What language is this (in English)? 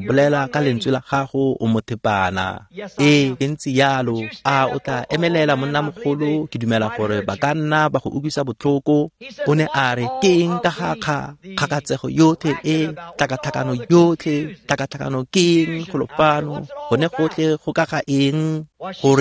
Tswana